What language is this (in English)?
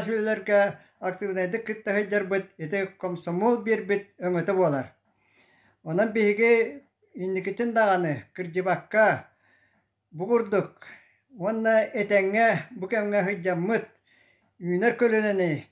Yakut